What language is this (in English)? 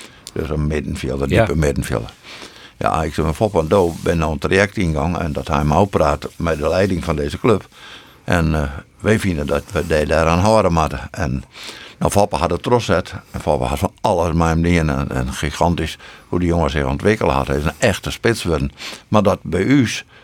Western Frisian